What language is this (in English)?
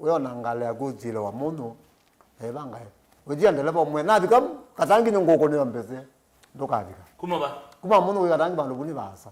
Kamba